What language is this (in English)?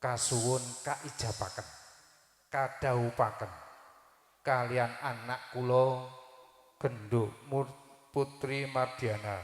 Javanese